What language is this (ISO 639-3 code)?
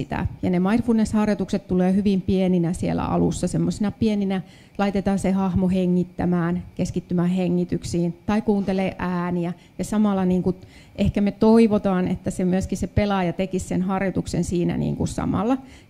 fin